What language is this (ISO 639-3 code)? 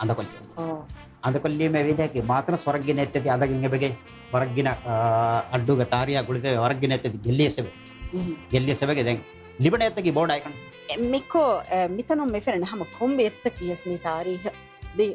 div